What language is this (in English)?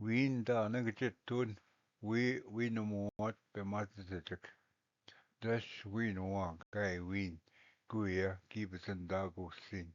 Ojibwa